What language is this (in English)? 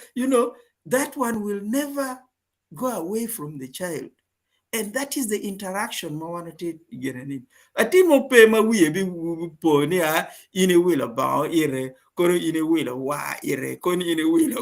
Acoli